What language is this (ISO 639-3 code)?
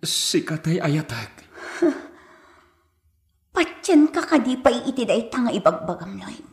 ilo